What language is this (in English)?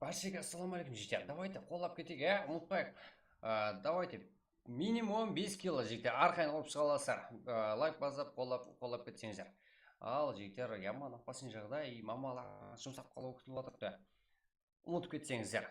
Kara-Kalpak